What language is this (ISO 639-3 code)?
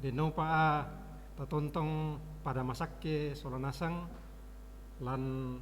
sda